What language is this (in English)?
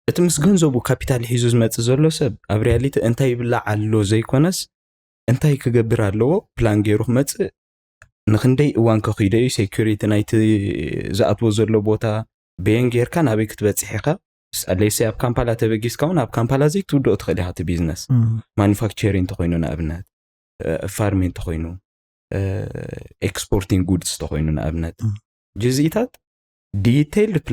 Tigrinya